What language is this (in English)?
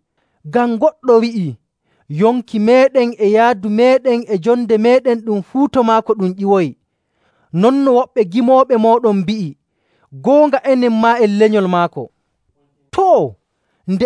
Nigerian Fulfulde